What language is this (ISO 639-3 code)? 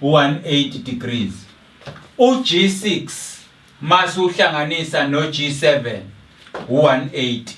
zul